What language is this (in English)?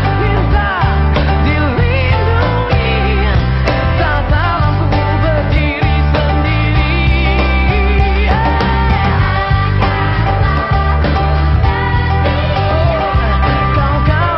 Indonesian